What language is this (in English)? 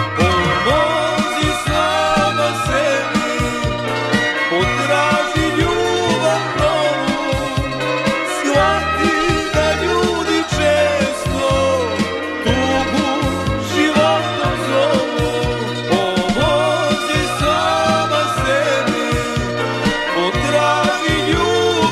Serbian